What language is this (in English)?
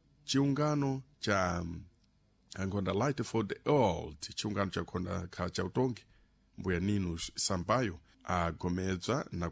Sena